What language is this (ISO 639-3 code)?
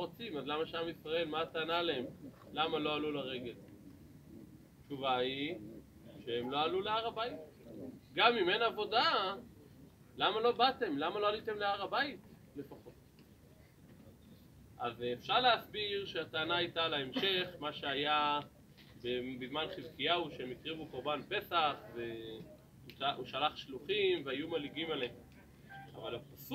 heb